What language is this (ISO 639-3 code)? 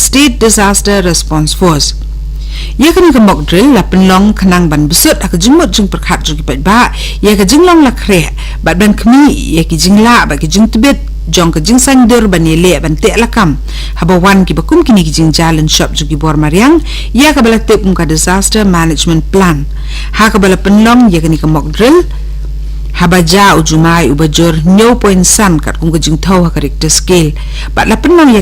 kha